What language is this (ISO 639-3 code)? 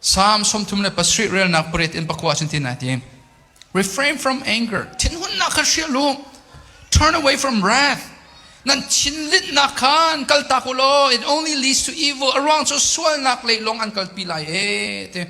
cnh